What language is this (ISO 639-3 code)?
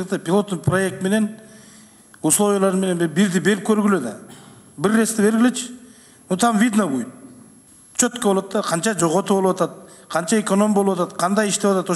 kir